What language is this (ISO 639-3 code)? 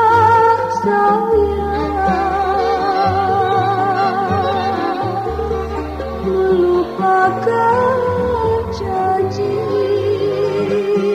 ind